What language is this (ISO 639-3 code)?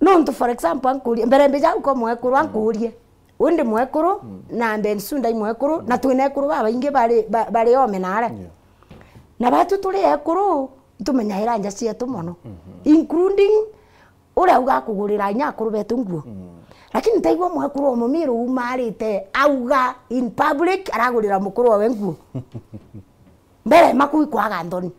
mer